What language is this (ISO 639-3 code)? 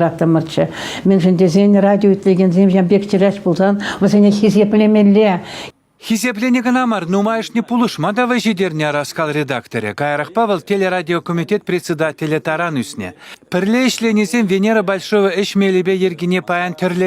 chv